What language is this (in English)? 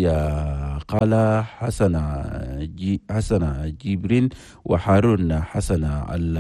Chadian Arabic